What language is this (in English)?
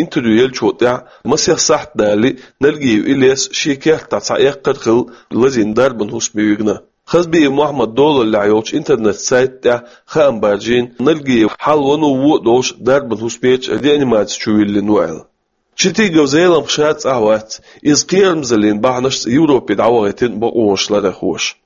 Chechen